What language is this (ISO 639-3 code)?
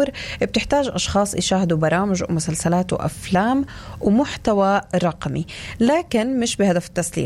apc